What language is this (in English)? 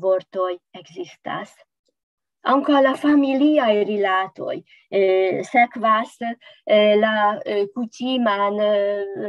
Esperanto